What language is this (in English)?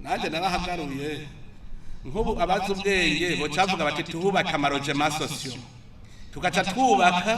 Rundi